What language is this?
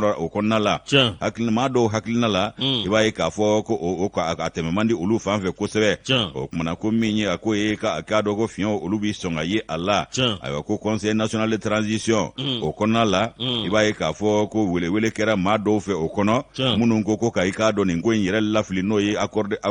Bambara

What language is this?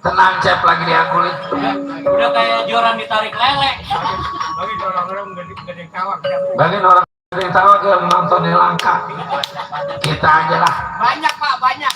Betawi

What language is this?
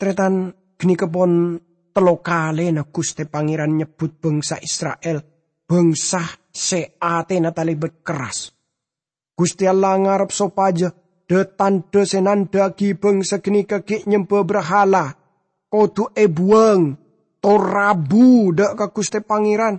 Madurese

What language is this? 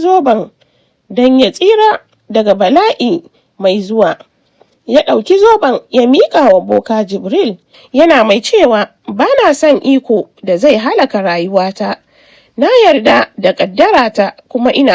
Hausa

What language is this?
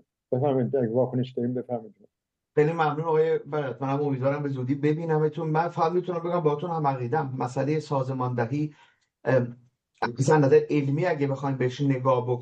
Persian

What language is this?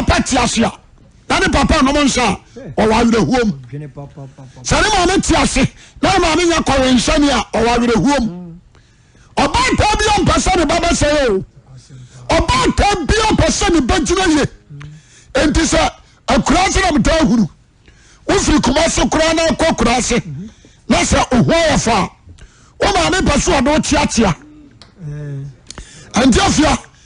Akan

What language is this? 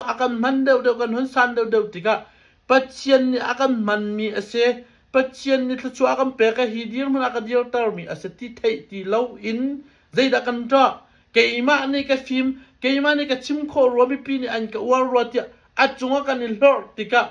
Hakha Chin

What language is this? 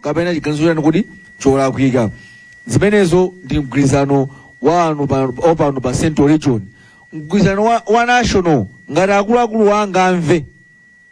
Nyanja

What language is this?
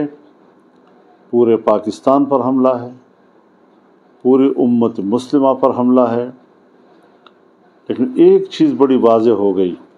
Urdu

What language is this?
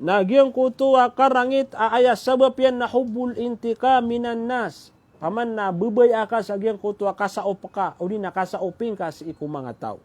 Maranao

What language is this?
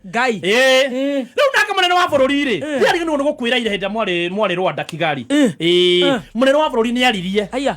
Kikuyu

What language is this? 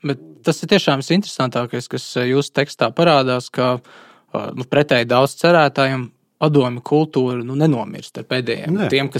Latvian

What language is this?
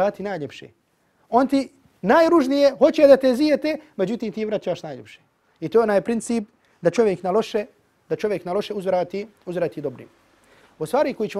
Bosnian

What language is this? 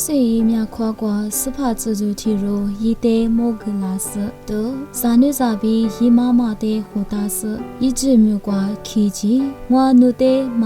Lisu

